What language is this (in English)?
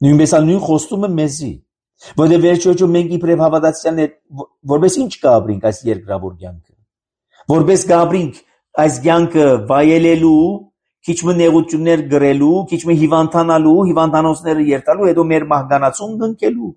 Armenian